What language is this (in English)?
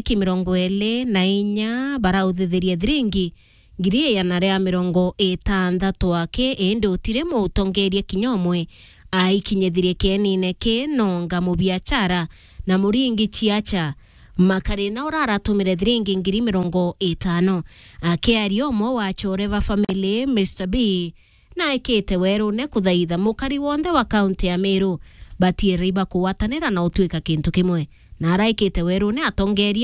Meru